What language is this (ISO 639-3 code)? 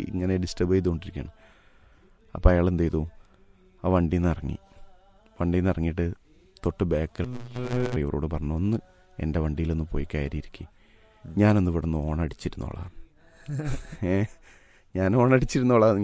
mal